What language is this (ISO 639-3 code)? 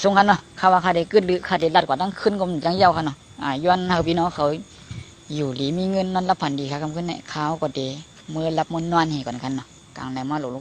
shn